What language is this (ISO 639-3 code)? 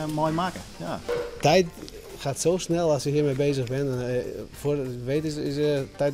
fry